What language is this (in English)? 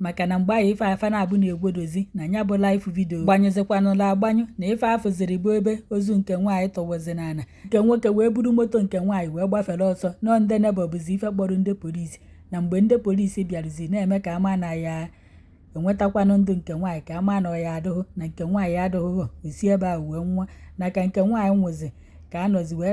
Igbo